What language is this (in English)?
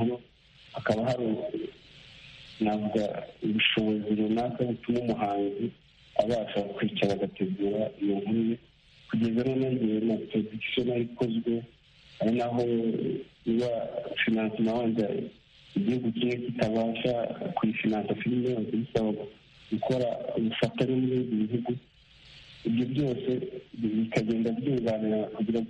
Kinyarwanda